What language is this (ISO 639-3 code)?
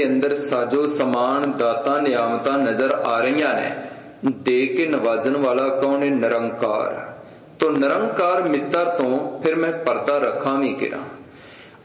pan